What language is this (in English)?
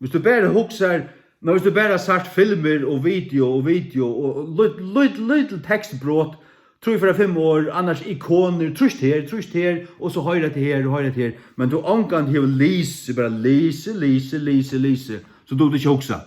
Faroese